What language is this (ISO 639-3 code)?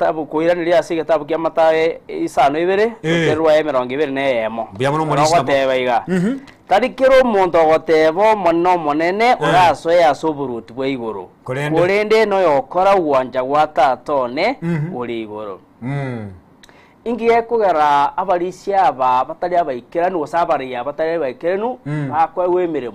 guz